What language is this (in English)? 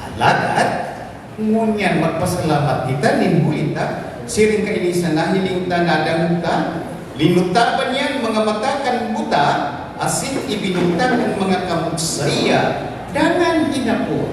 Bikol